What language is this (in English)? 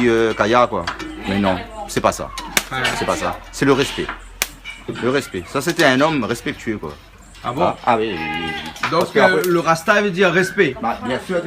Réunion Creole French